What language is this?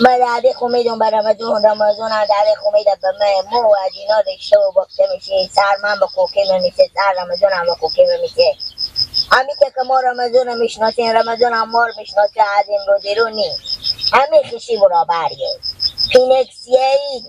Persian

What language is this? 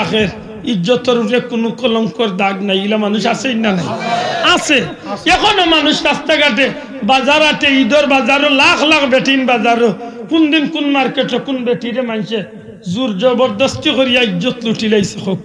Sylheti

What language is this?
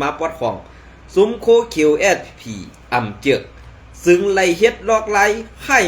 Shan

